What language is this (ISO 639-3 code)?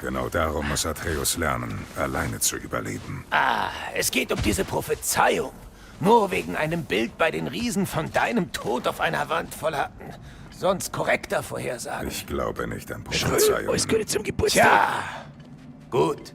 bar